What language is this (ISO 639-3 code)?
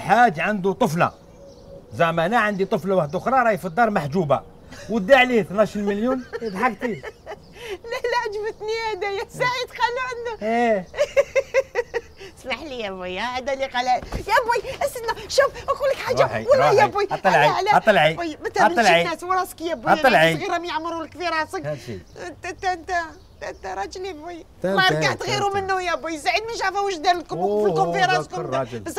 arq